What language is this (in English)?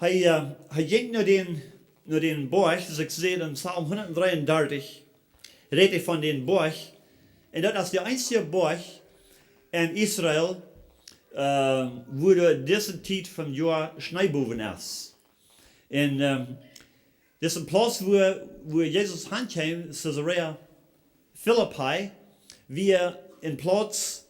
Plautdietsch